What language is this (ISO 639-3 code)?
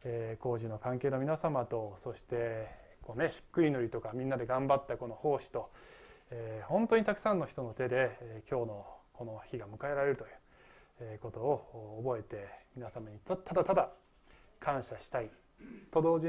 jpn